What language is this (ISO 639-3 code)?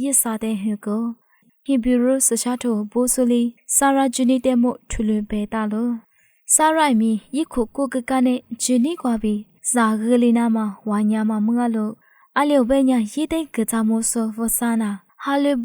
lis